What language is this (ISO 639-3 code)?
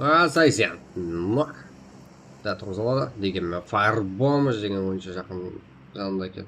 kaa